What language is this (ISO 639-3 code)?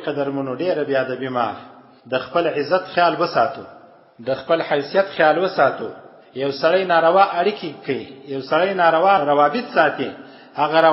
pus